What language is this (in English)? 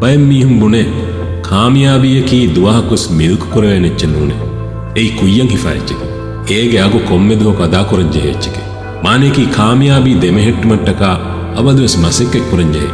Divehi